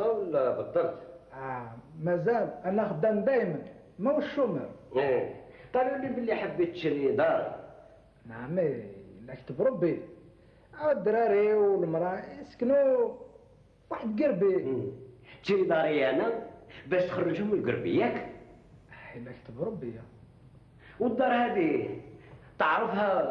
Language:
Algerian Arabic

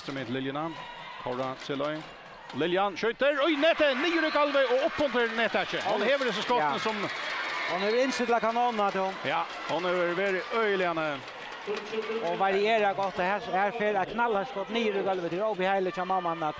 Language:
Faroese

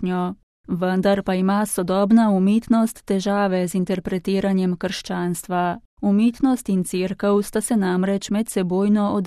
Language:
Slovenian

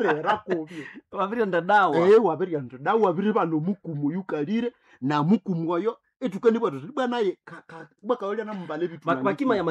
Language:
Nande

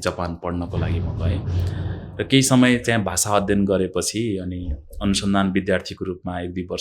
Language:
Nepali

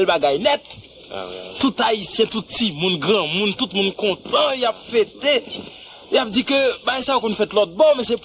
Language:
Haitian Creole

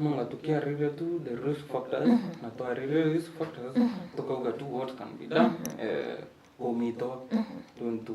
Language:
Meru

